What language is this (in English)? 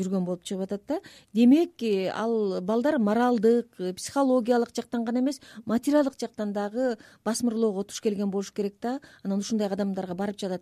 Kyrgyz